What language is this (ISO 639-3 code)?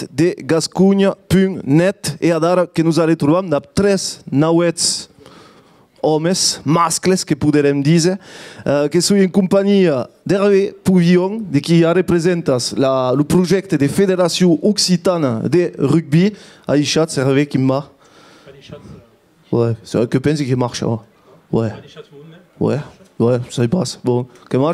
oci